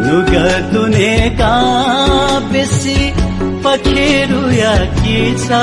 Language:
Newari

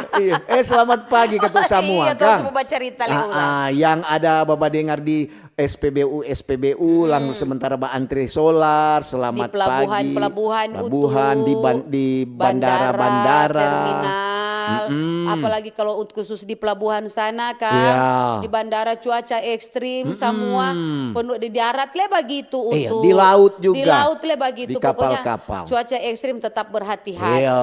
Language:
Manado Malay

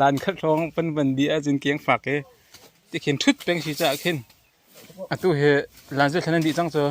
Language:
Hakha Chin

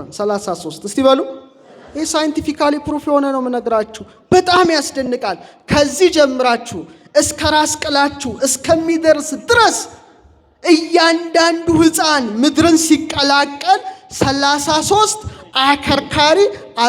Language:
Amharic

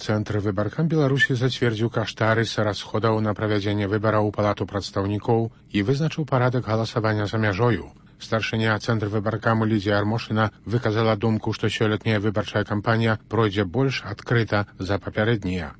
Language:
Belarusian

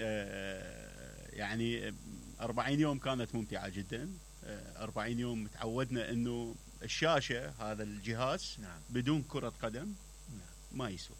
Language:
Mesopotamian Arabic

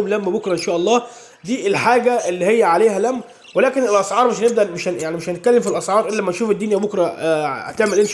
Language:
Egyptian Arabic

